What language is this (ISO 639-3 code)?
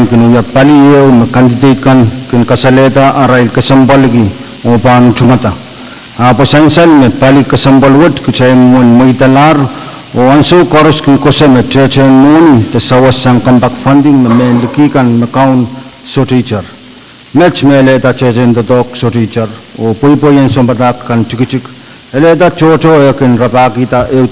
pon